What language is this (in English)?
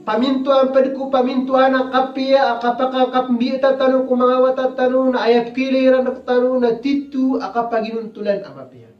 Maranao